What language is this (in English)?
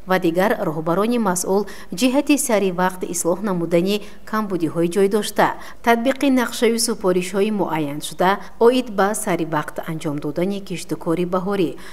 Tajik